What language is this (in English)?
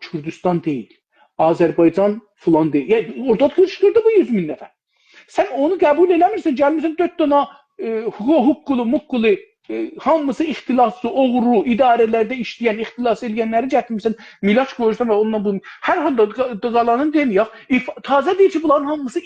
South Azerbaijani